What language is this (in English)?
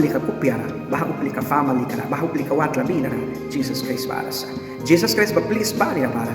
Mískito